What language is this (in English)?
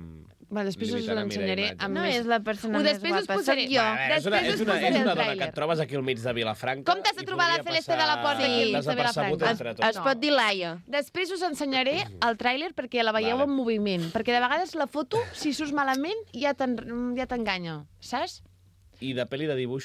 Catalan